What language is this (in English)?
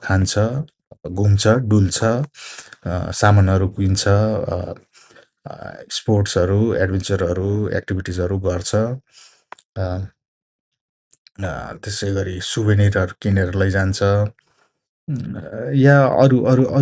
Nepali